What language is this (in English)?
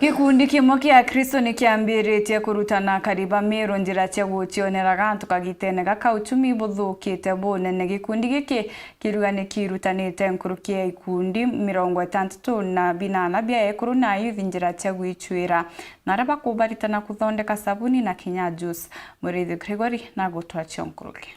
Meru